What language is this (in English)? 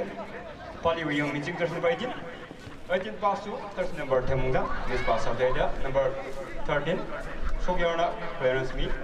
Tangkhul Naga (India)